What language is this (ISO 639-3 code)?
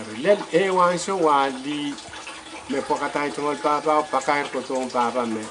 pon